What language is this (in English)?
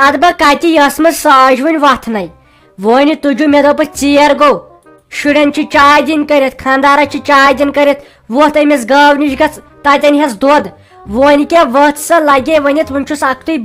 Kashmiri